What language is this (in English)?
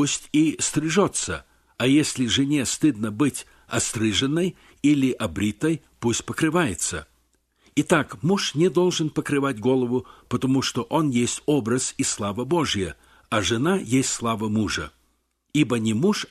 Russian